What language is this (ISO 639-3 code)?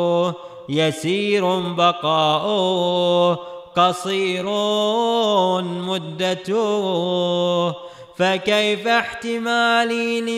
ara